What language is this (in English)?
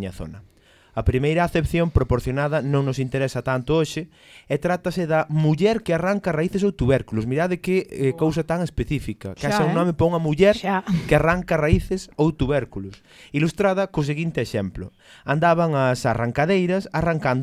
Galician